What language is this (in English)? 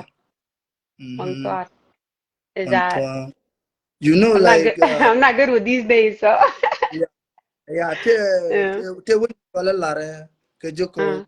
Nuer